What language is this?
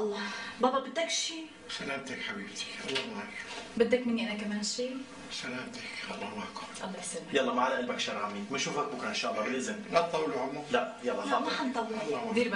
North Levantine Arabic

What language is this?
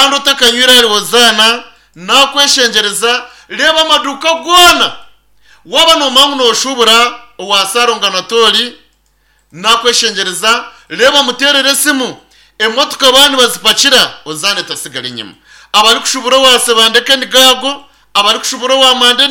Nyankole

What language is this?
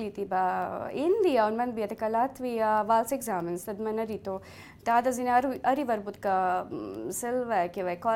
Latvian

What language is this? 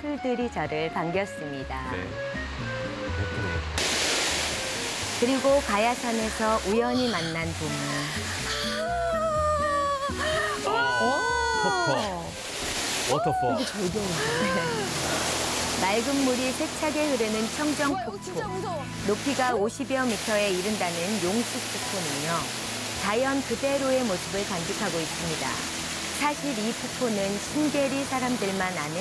Korean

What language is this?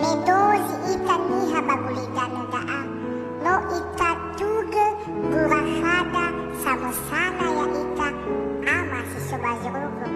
Nias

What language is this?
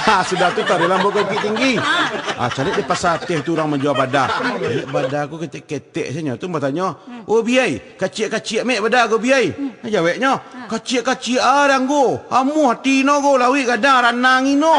Minangkabau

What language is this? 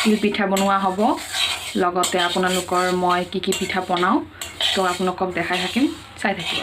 Assamese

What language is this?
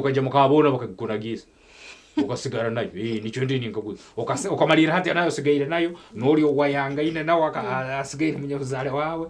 Nyankole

